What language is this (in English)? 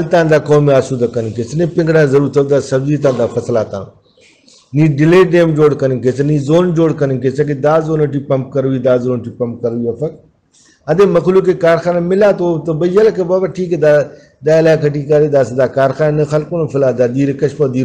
Brahui